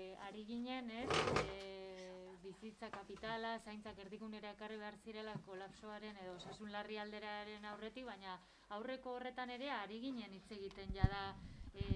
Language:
Basque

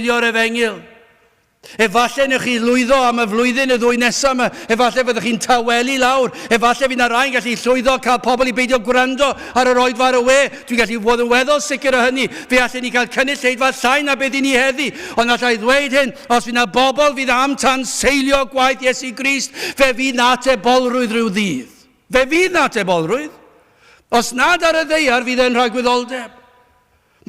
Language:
Welsh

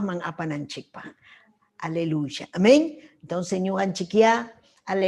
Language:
Ayacucho Quechua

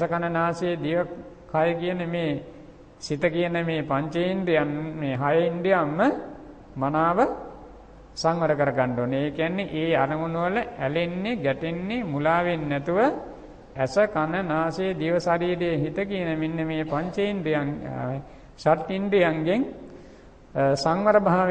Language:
Sinhala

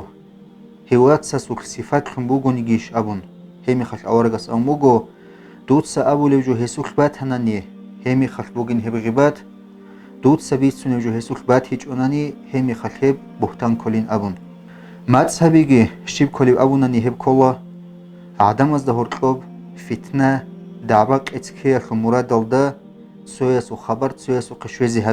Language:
Avaric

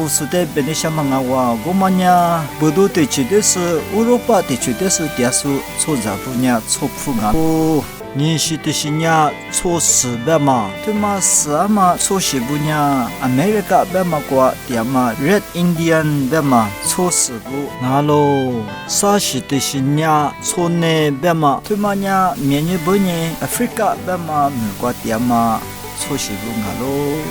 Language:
Lisu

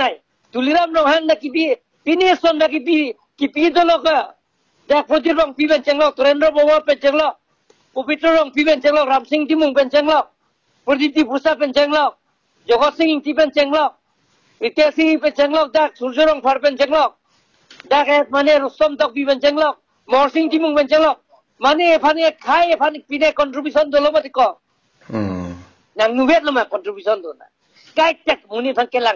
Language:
Karbi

